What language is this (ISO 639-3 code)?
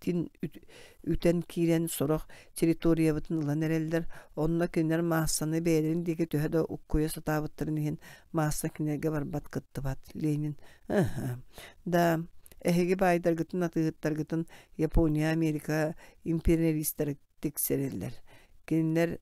sah